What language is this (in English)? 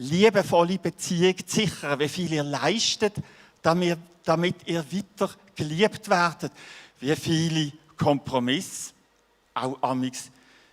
Swiss German